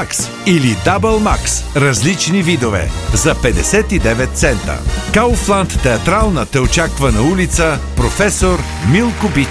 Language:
Bulgarian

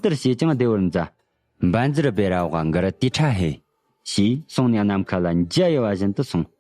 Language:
Tibetan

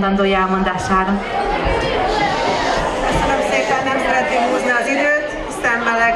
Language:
Hungarian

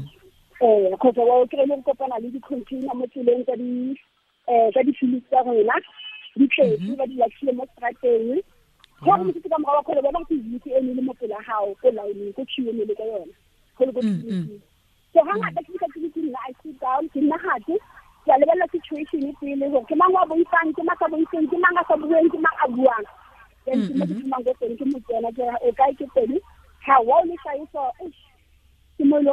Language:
Tswana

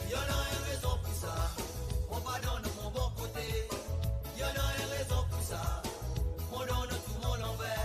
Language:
Seselwa Creole French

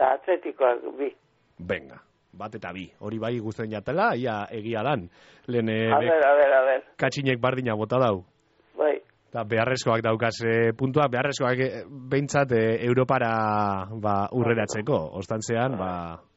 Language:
Basque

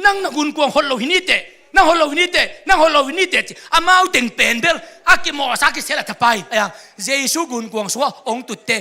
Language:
Tedim Chin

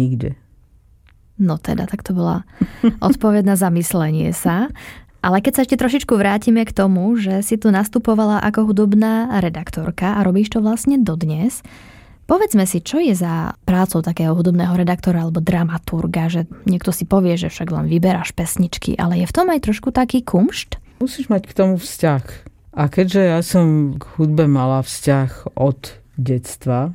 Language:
Slovak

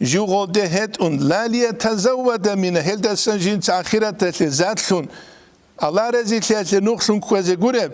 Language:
Avaric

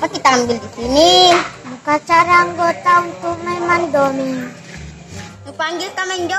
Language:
Buginese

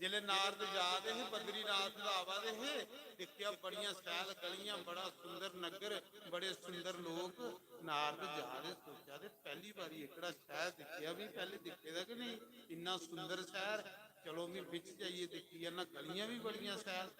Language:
Dogri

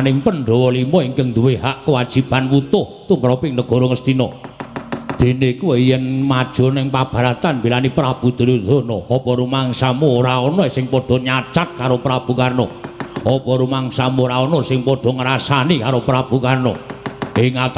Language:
Javanese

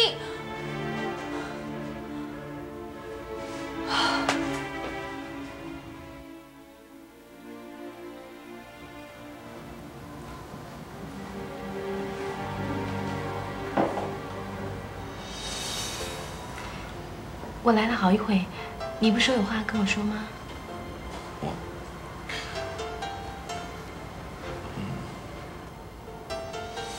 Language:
Min Nan Chinese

